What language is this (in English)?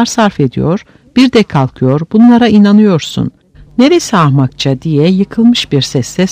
Turkish